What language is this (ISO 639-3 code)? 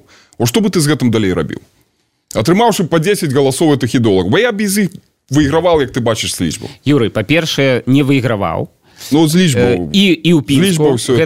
bel